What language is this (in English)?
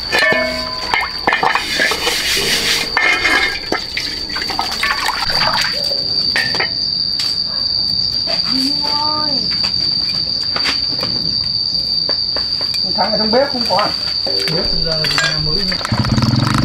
Vietnamese